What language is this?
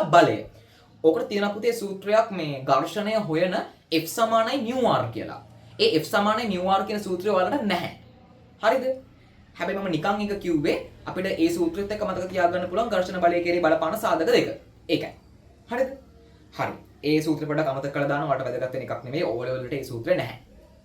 Sinhala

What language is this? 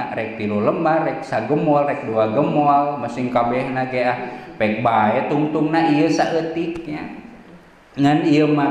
Sundanese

